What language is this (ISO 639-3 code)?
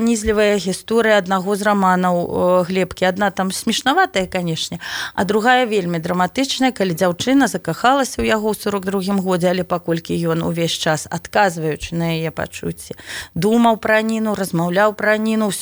bel